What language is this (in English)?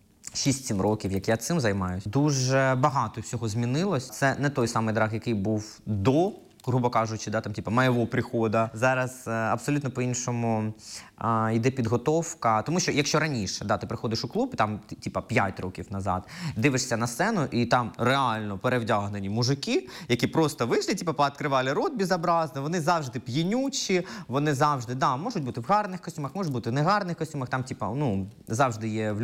Ukrainian